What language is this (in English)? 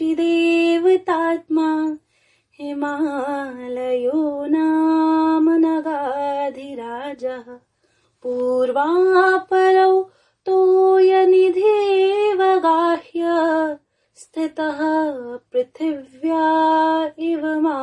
Sanskrit